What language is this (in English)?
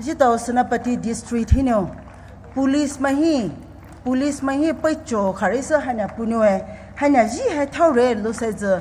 Poumei Naga